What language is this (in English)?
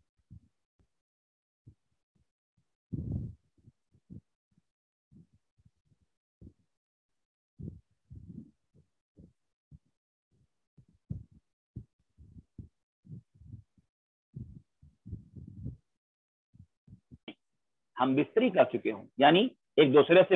Urdu